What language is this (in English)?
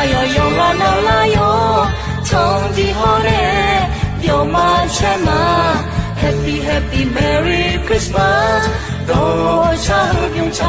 Akha